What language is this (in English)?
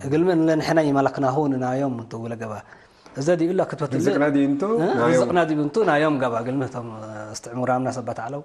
Tigre